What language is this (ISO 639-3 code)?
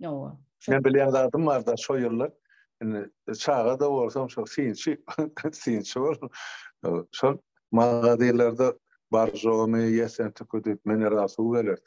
tuk